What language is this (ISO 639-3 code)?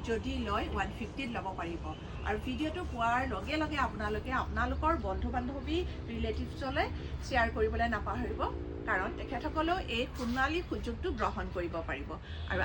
asm